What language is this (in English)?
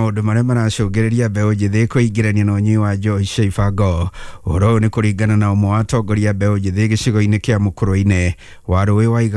Kikuyu